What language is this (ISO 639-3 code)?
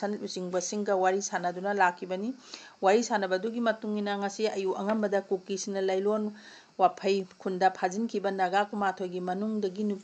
mni